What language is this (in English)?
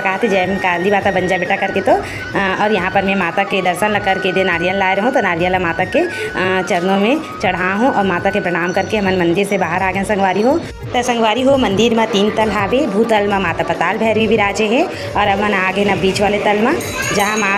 Chhattisgarhi